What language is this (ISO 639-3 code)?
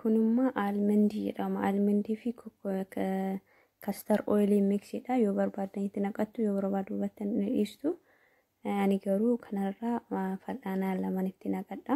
orm